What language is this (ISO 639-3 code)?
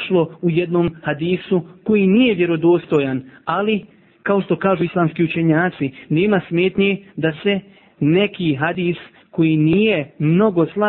bos